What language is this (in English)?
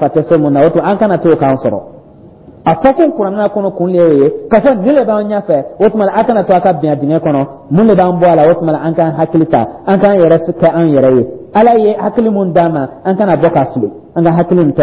Dyula